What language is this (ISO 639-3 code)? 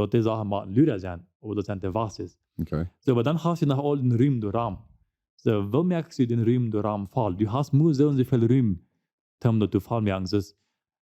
pdt